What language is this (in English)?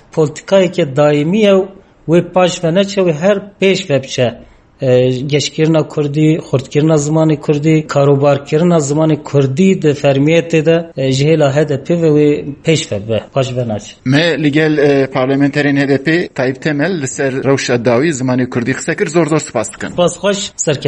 Kurdish